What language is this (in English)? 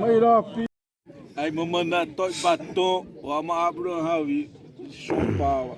Xavánte